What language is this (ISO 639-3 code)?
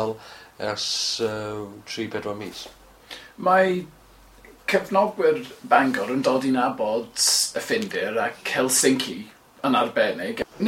cym